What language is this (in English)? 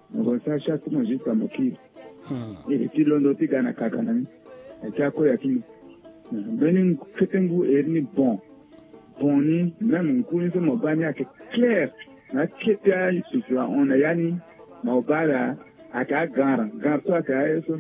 Sango